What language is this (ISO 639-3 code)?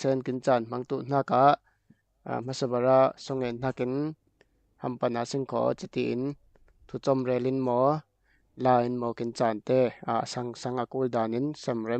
cfm